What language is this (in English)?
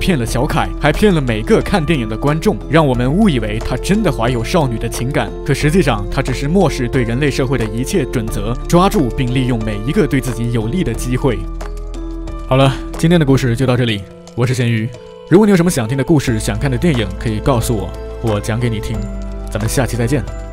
Chinese